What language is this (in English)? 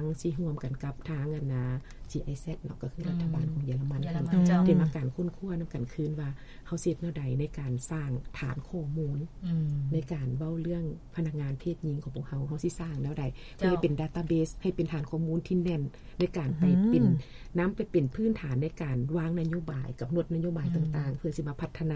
Lao